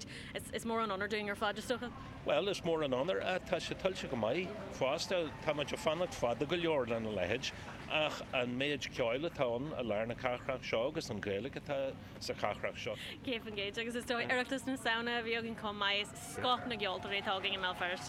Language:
Irish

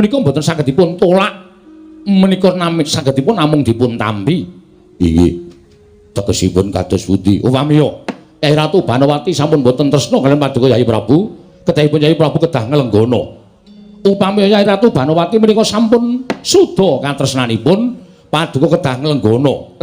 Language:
Javanese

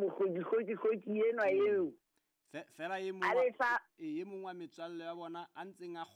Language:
Southern Sotho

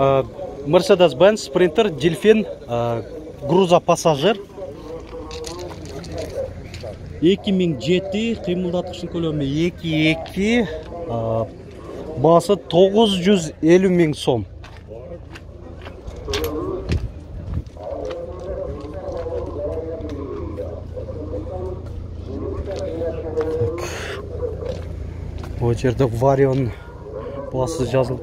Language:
Kyrgyz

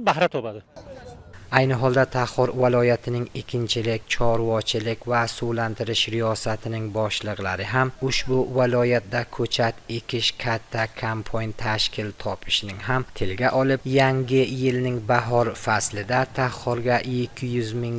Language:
Uzbek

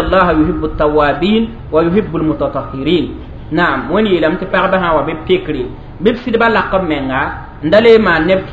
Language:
Mossi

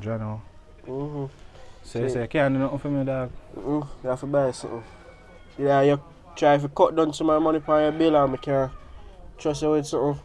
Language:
Jamaican Creole English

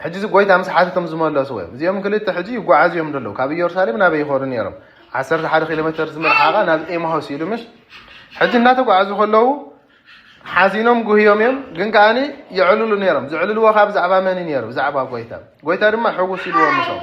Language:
Tigrinya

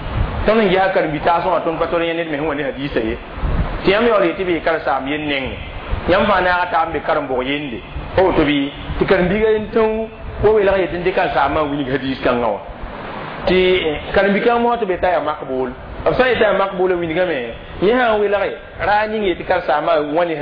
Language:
Mossi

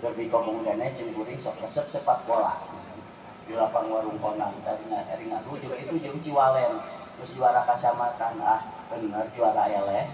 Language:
Sundanese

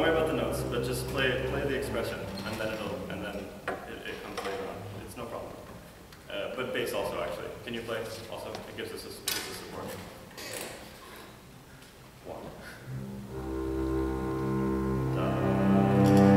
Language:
English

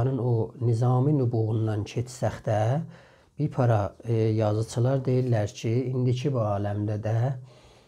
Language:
South Azerbaijani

